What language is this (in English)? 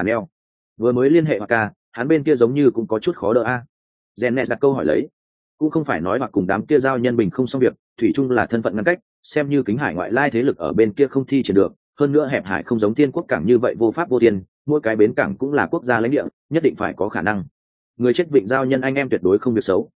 Vietnamese